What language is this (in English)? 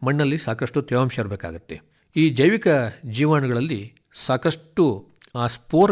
Kannada